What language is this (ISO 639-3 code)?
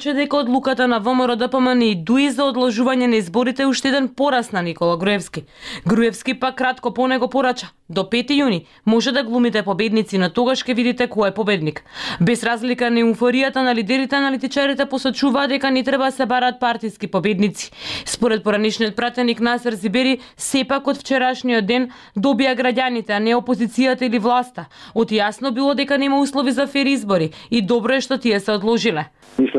mkd